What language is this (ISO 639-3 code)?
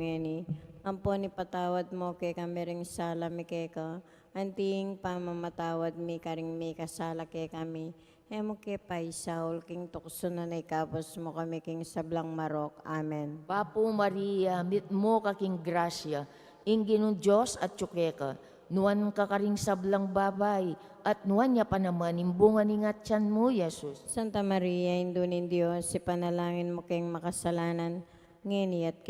pam